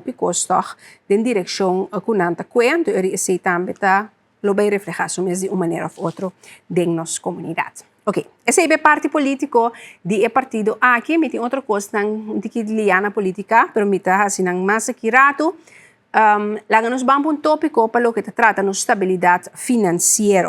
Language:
Papiamento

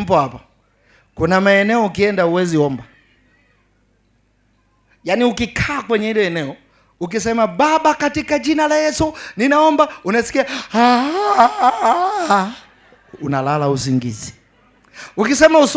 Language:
Swahili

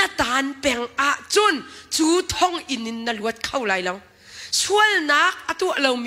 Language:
Hakha Chin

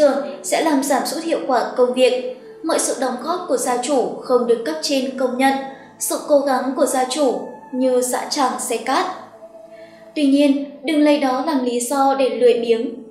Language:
Vietnamese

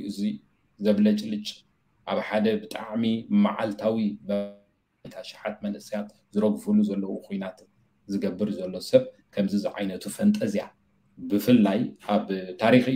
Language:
Tigrinya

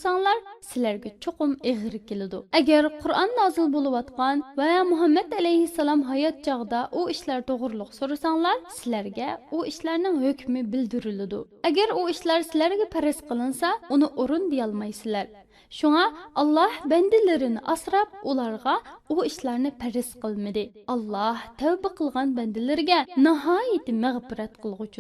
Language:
Uyghur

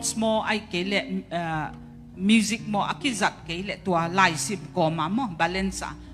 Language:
Tedim Chin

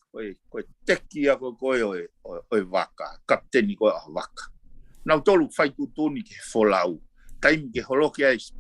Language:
Tongan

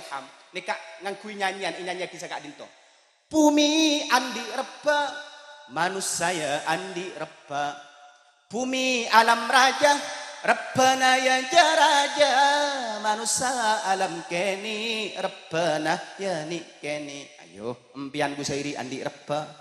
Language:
Madurese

